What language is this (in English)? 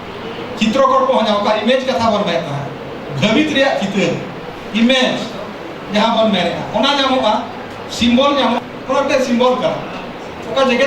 Santali